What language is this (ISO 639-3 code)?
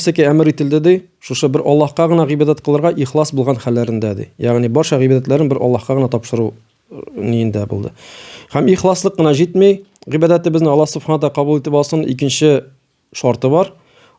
tat